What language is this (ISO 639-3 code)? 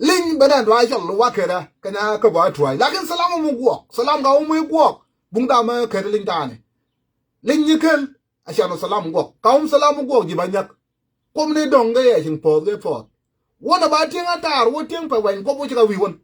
nus